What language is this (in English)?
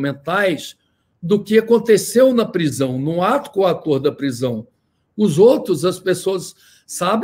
Portuguese